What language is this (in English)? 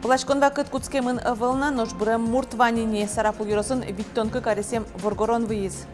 Udmurt